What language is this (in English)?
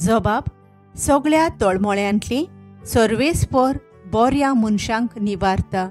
Konkani